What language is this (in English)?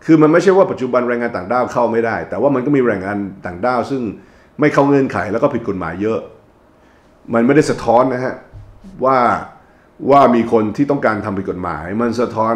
Thai